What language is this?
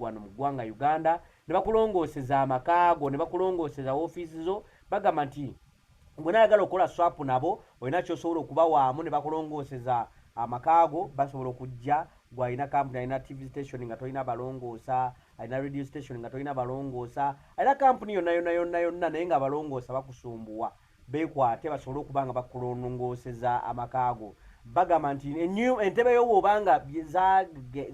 Ganda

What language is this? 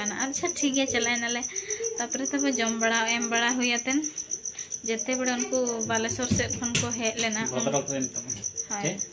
Santali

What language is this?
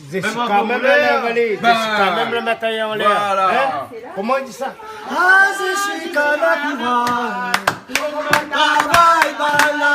Réunion Creole French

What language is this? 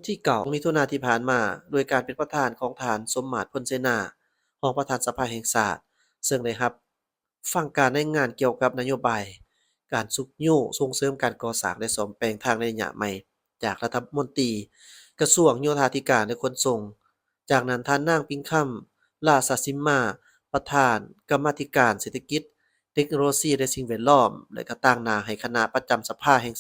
Lao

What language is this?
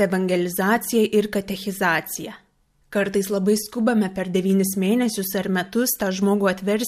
Lithuanian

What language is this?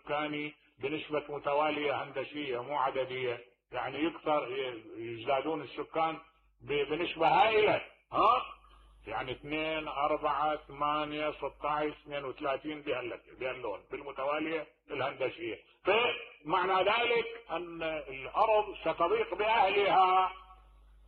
Mesopotamian Arabic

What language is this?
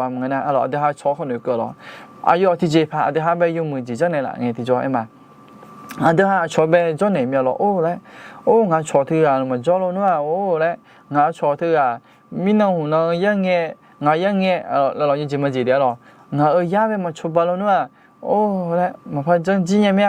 Akha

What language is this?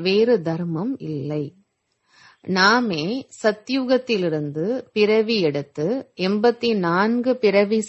Tamil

